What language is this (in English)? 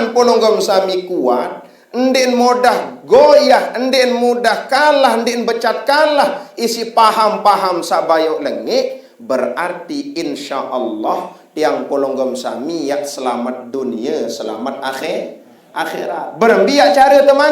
Sasak